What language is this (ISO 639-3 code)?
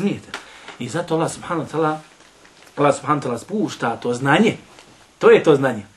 bos